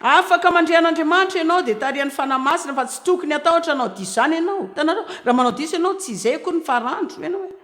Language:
Malagasy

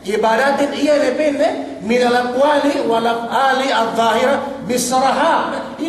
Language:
Yakan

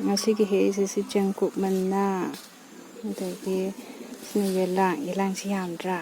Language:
Manipuri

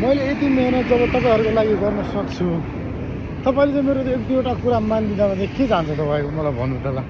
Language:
Nepali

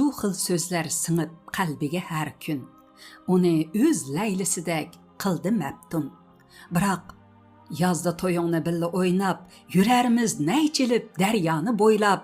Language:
Uyghur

